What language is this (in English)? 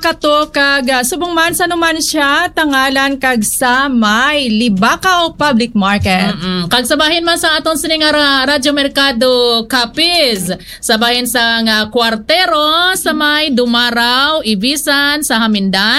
Hiligaynon